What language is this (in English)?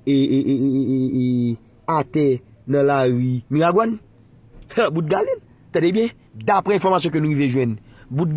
Haitian Creole